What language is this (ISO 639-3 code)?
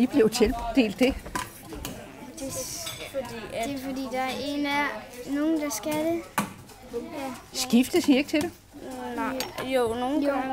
dan